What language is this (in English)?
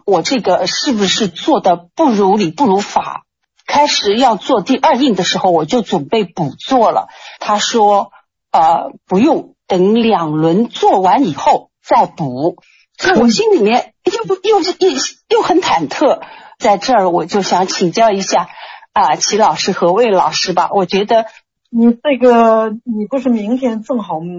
Chinese